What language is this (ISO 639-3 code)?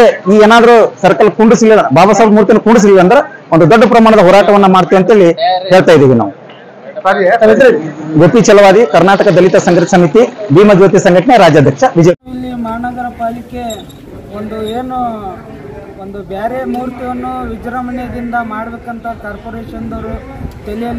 kan